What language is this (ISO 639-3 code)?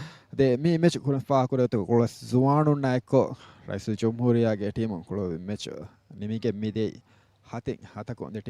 div